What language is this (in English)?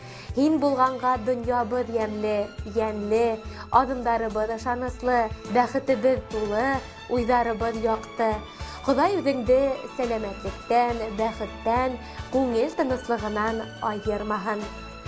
Bashkir